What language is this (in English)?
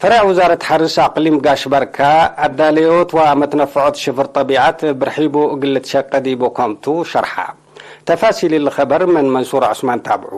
Tigre